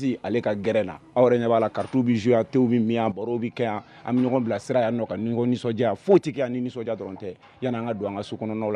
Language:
Bambara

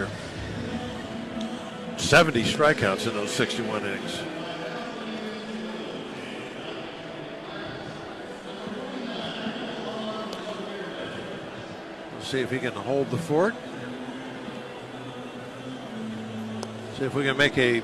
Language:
English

